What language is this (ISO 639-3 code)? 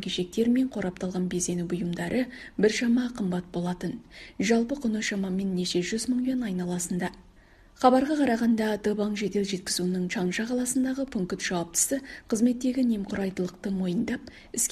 kaz